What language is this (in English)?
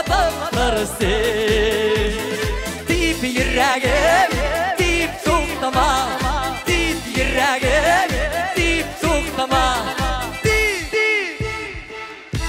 Tatar